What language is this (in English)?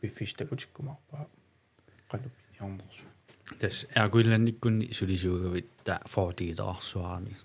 Kalaallisut